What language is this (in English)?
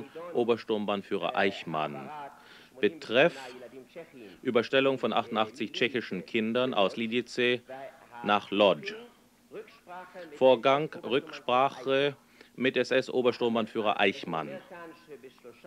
German